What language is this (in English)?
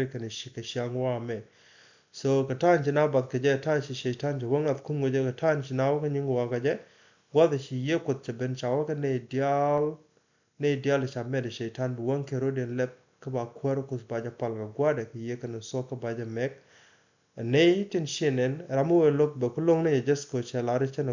Nuer